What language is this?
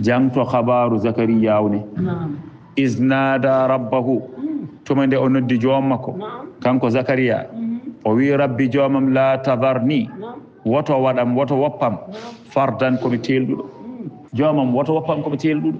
Fula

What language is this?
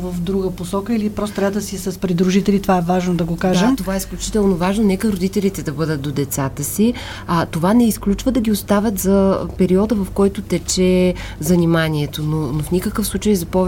Bulgarian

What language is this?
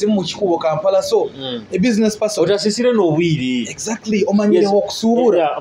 Nyoro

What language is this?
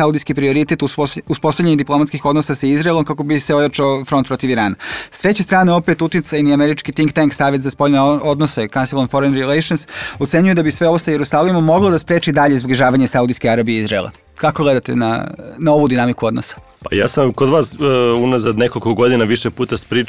Serbian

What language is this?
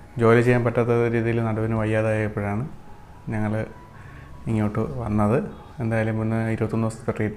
Malayalam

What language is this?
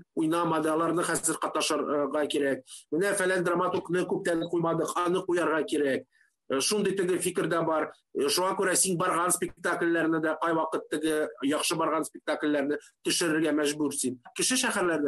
Tatar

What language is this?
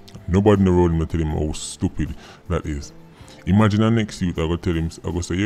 Jamaican Creole English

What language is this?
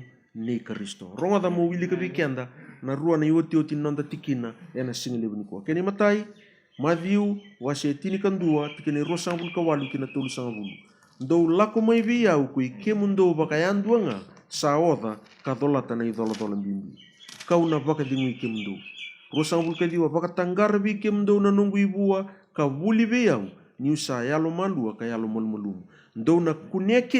Fijian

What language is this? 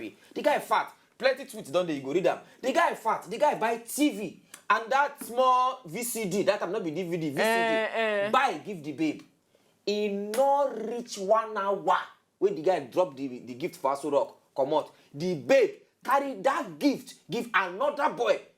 Nigerian Pidgin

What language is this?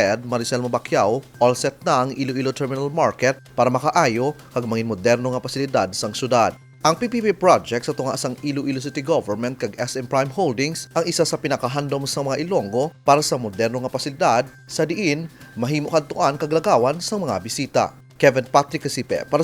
Hiligaynon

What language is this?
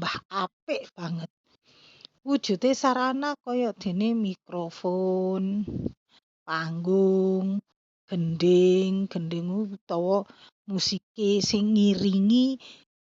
Javanese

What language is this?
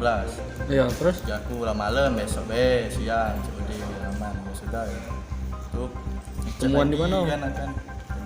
Musi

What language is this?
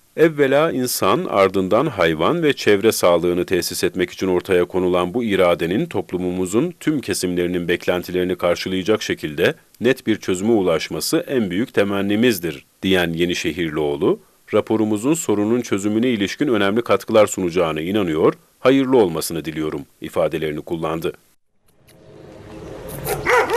Turkish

